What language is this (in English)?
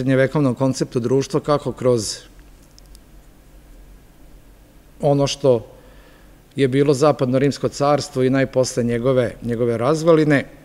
Serbian